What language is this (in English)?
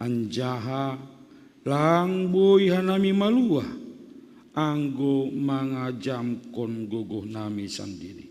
Batak Simalungun